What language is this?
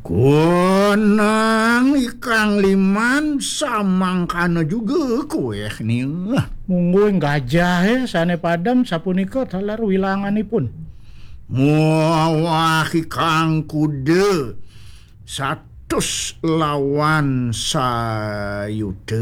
Balinese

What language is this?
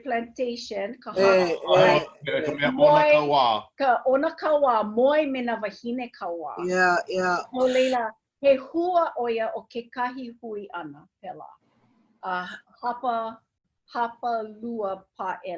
Hawaiian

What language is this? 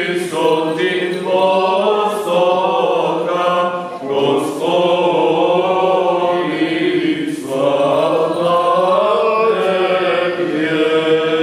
Serbian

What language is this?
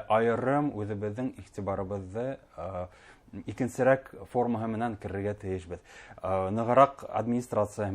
Bashkir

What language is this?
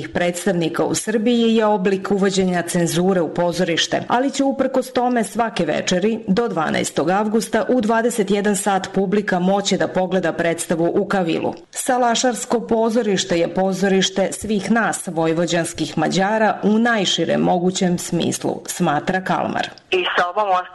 Serbian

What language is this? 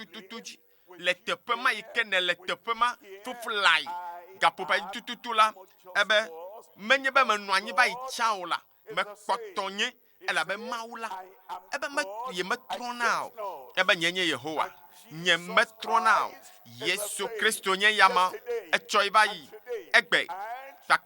Ewe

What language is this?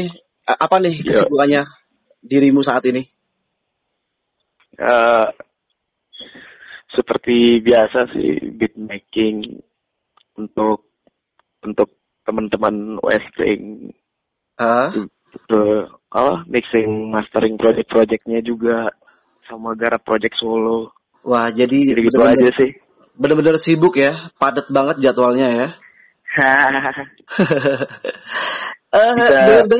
Indonesian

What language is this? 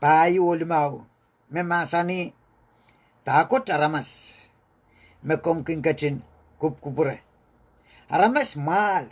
Pohnpeian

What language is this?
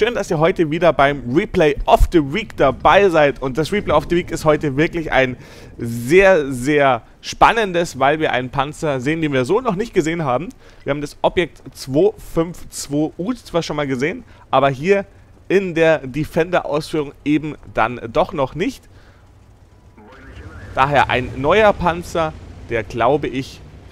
German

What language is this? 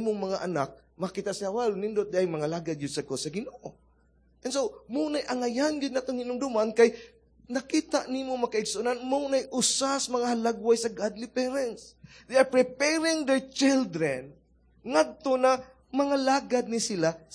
Cebuano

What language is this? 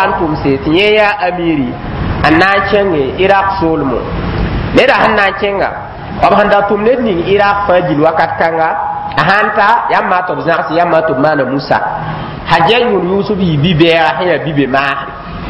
Mossi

